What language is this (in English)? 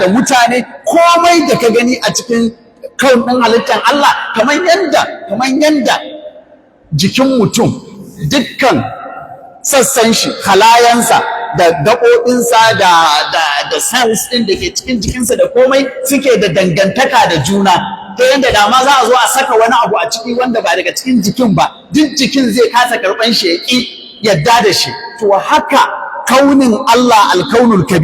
Hausa